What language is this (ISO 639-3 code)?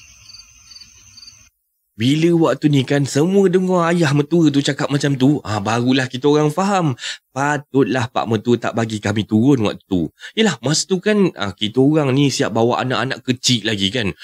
msa